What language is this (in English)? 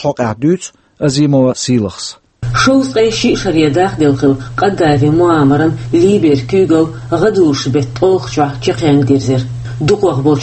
Chechen